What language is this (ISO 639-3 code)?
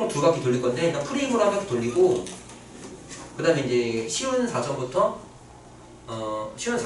kor